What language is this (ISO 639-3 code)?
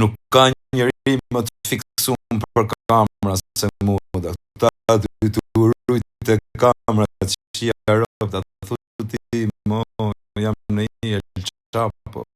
sqi